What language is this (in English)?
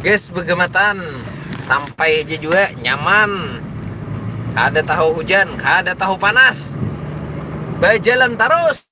Banjar